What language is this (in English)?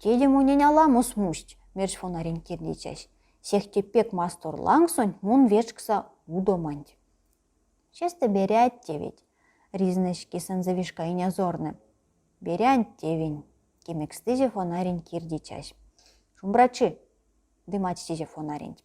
Erzya